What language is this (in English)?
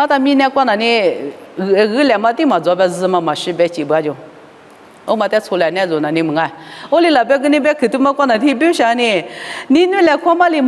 Lisu